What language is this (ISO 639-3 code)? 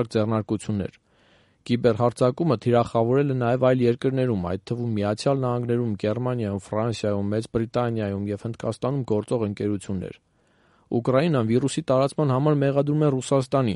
hye